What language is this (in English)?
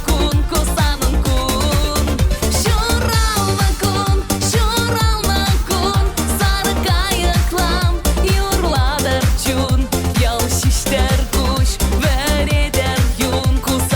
Chuvash